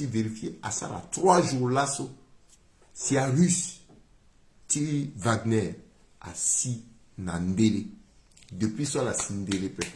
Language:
Sango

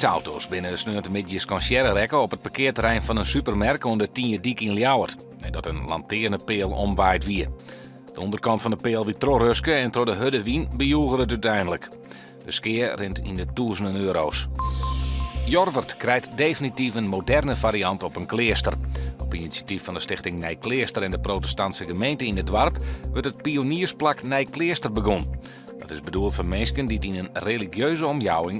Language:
Western Frisian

